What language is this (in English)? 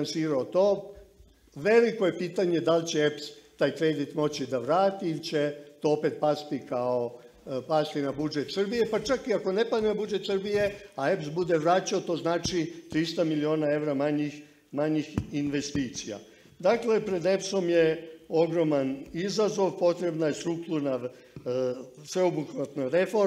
Serbian